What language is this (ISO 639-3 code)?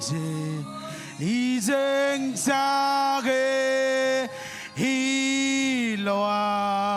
mah